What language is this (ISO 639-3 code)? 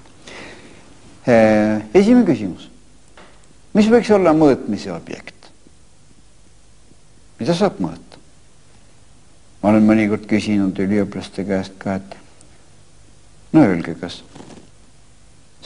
est